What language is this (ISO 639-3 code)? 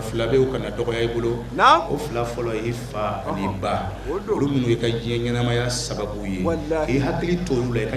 bam